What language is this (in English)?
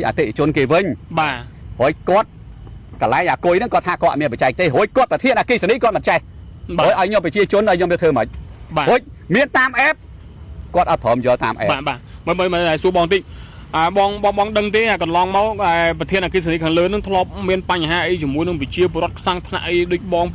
Khmer